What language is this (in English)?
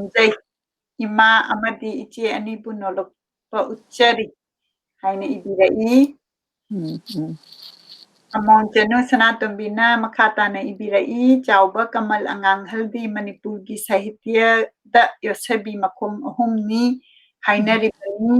Manipuri